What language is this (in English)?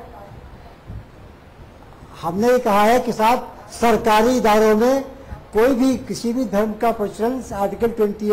Hindi